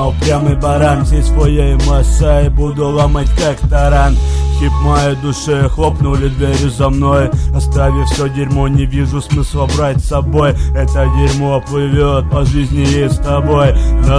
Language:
Russian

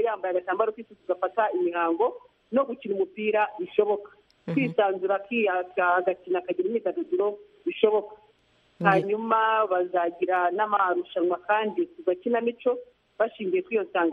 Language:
Kinyarwanda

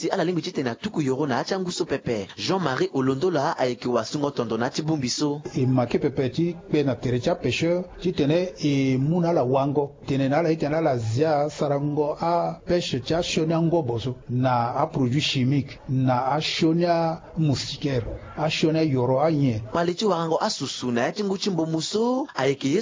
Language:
Sango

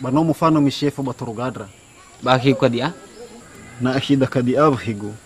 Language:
Nias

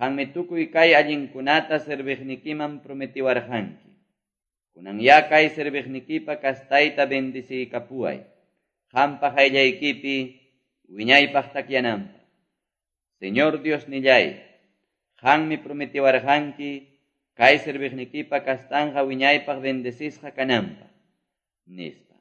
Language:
Quechua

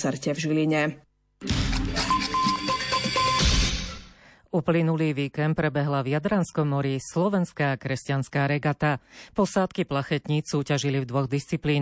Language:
Slovak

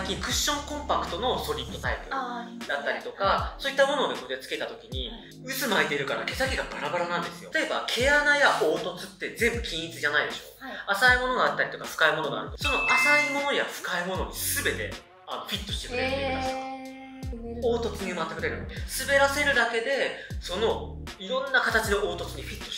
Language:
Japanese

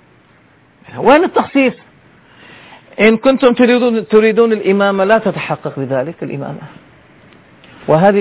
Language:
Arabic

